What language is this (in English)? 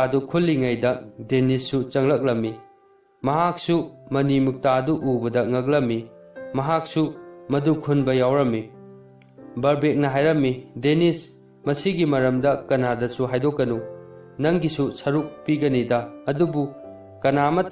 Manipuri